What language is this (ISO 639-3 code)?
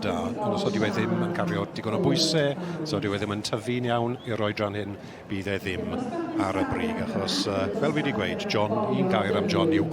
cym